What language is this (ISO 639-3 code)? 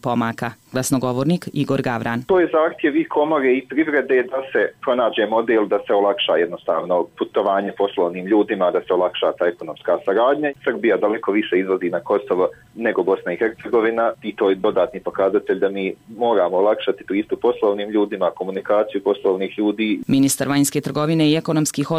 bos